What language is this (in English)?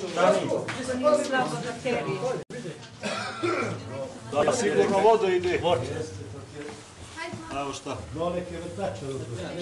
Bosnian